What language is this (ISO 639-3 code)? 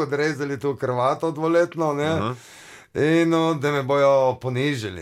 slv